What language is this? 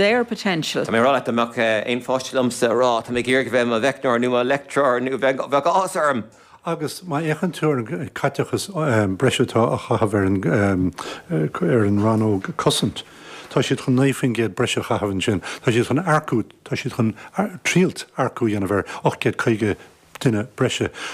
Irish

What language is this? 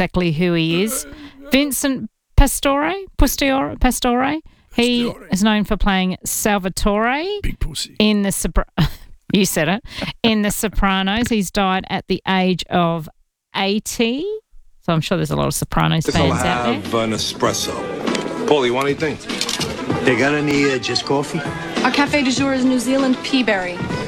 English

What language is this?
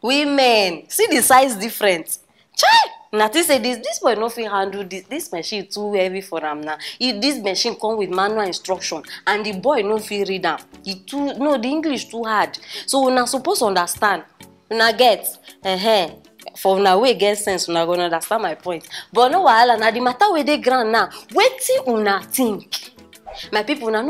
Nigerian Pidgin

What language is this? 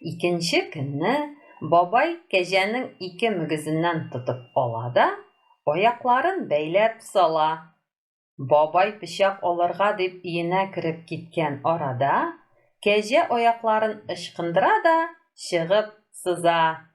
Tatar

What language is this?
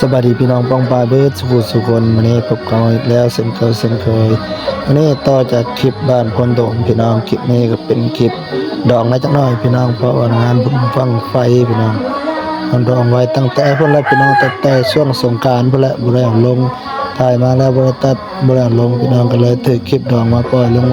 Northeastern Thai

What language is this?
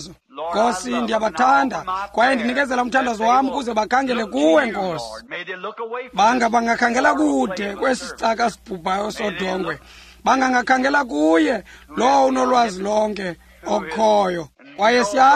Xhosa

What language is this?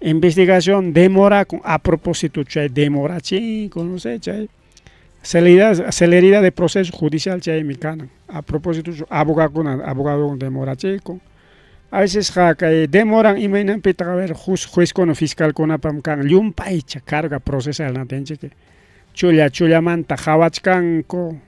Ayacucho Quechua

